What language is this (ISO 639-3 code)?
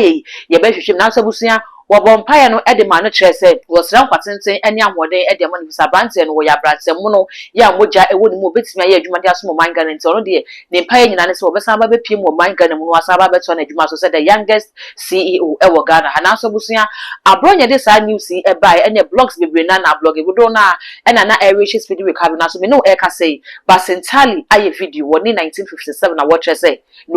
aka